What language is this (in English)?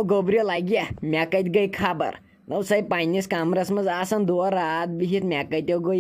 Kashmiri